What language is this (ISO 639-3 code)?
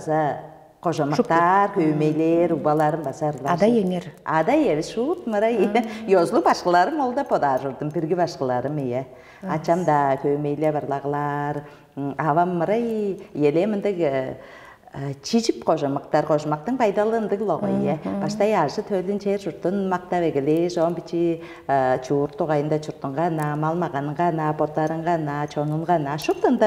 tyv